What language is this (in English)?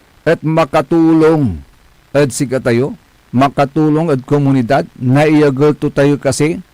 Pangasinan